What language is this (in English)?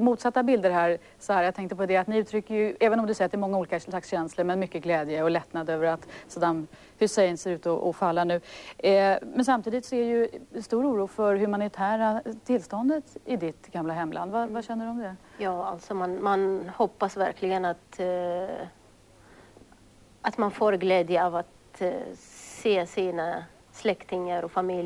Swedish